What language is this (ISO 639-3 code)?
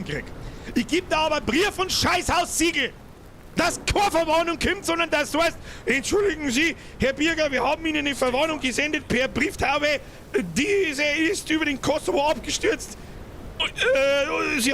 bar